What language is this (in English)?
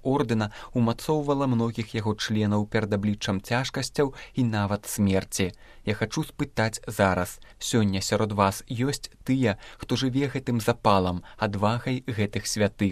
Belarusian